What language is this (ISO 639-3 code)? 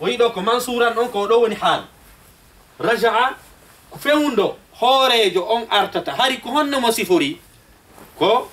ful